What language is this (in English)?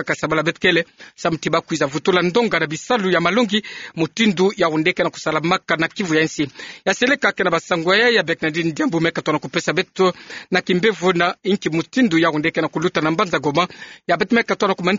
Kituba (Democratic Republic of Congo)